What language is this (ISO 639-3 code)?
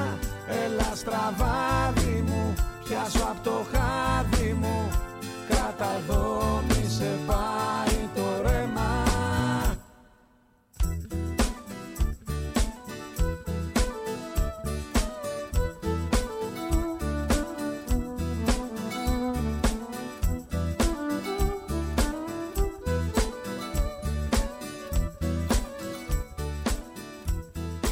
ell